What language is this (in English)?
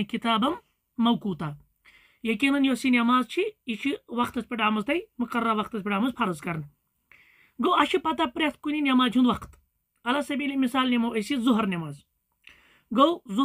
Kashmiri